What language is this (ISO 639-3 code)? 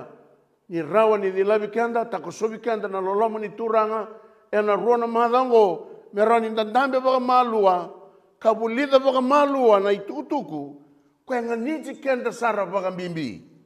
fij